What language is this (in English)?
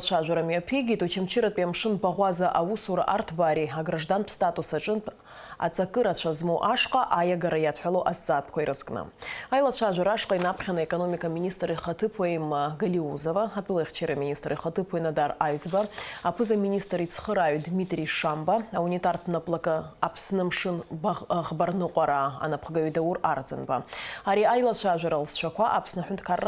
Abkhazian